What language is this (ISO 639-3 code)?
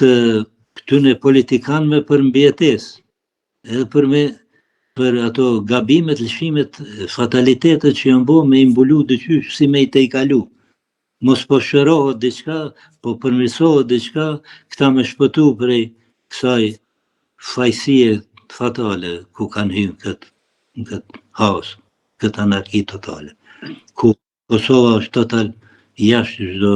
sqi